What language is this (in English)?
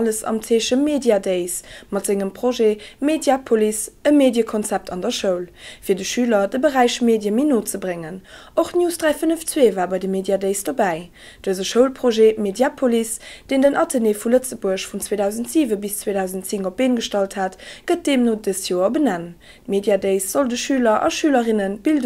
Luxembourgish